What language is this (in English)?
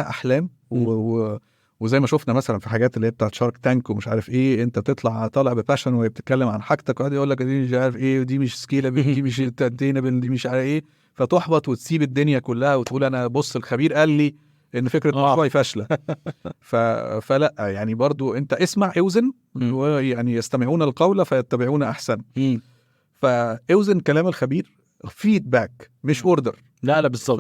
Egyptian Arabic